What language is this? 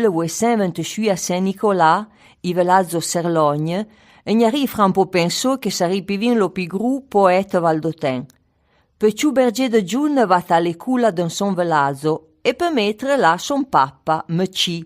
Arpitan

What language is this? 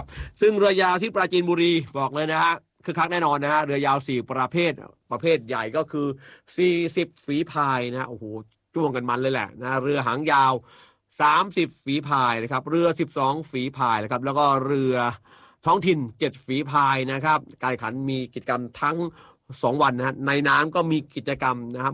Thai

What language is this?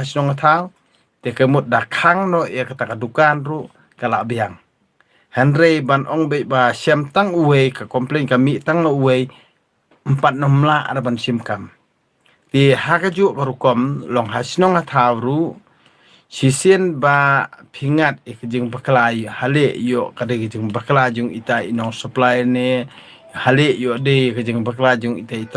Khasi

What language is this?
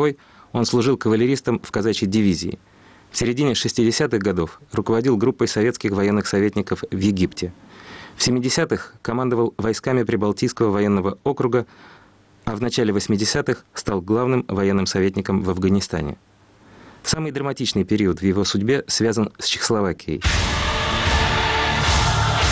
Russian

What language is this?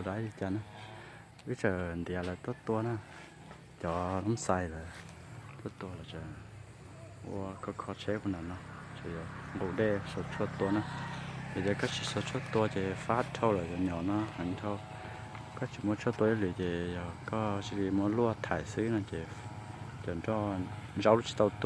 Hmong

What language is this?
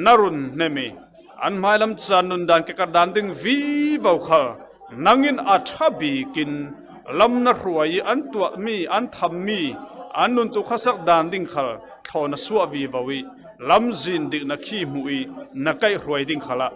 Falam Chin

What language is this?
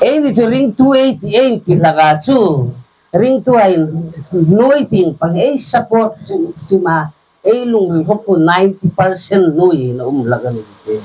Hmar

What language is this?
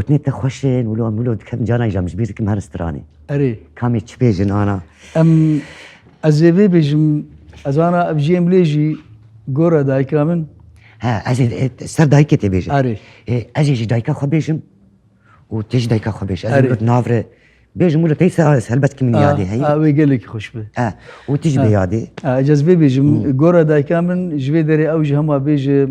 Kurdish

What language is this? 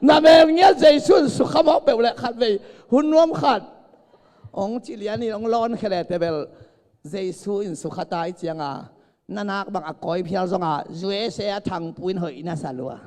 Tedim Chin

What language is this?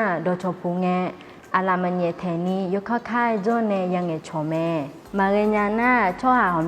Akha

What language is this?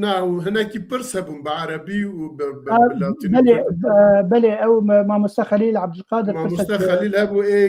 Kurdish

